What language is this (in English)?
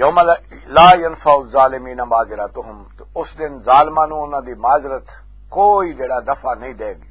Western Panjabi